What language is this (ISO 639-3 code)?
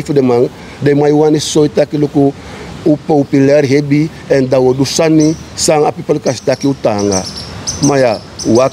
srn